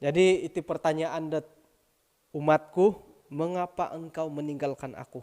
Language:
Central Dusun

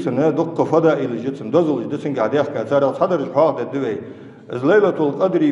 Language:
Ingush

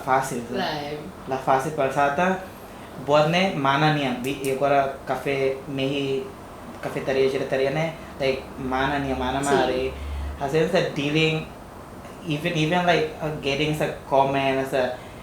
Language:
Tetum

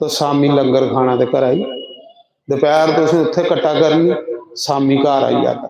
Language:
Dogri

